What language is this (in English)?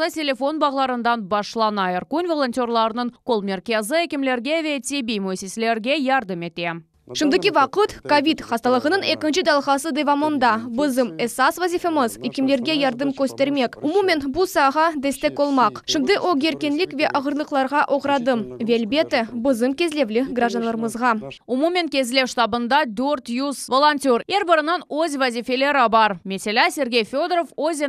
Crimean Tatar